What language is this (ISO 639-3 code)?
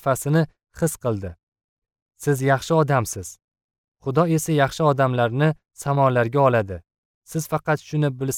uzb